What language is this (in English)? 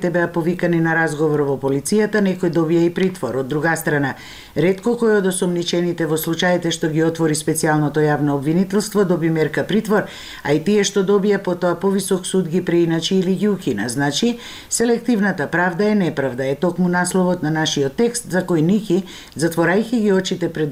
Macedonian